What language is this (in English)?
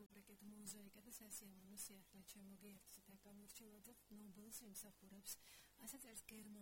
Georgian